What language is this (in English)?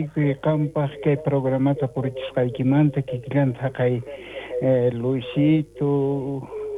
South Bolivian Quechua